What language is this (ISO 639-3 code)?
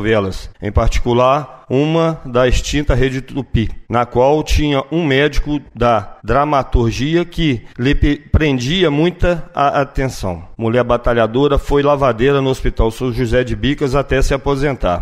por